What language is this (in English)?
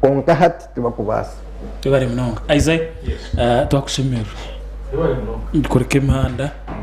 Nyankole